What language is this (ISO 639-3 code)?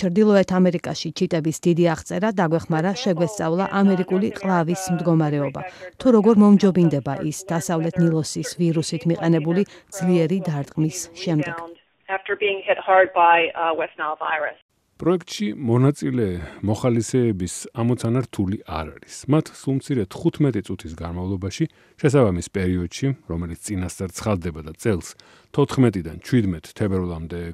kat